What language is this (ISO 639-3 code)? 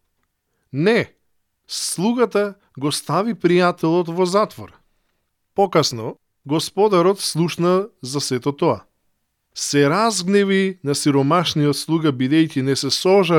mkd